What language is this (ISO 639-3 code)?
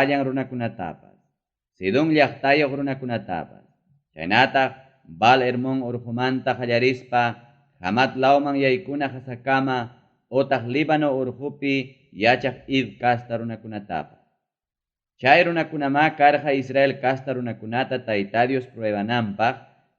quy